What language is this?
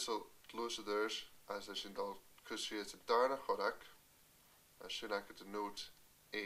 Scottish Gaelic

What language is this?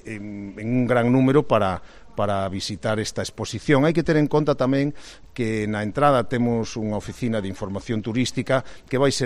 Galician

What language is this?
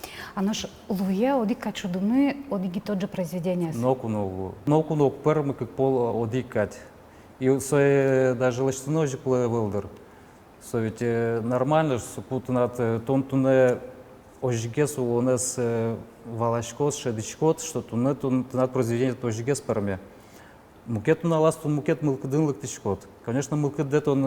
Udmurt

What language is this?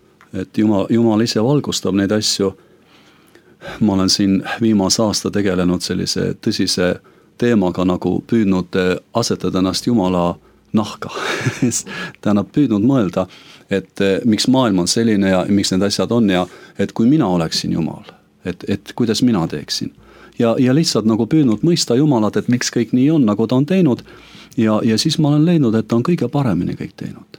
Estonian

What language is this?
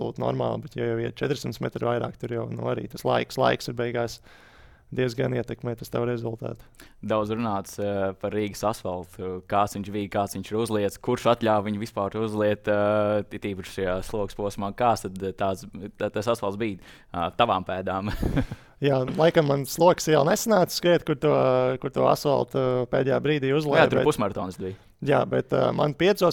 Latvian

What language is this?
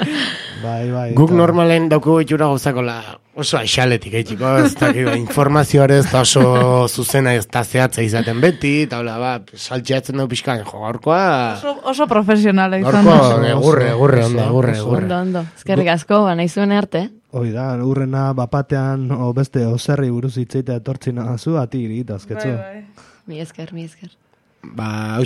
Basque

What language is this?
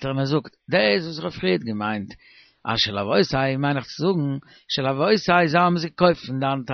Yiddish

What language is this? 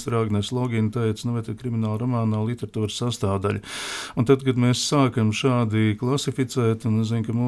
Latvian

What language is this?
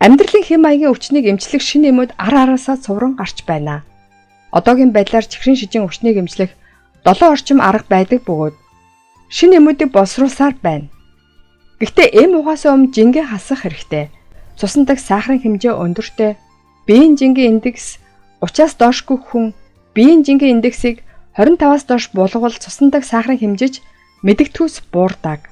Mongolian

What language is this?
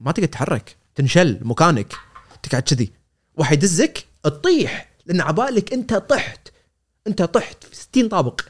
Gulf Arabic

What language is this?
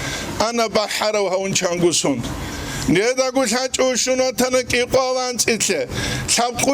Avaric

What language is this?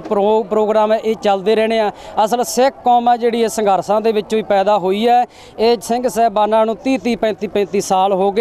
Punjabi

